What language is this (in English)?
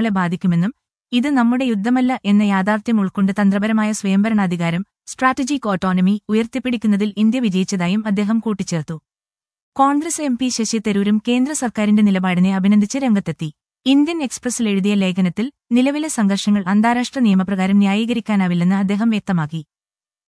Malayalam